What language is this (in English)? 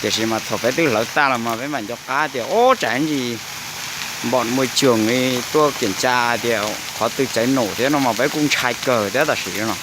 Hmong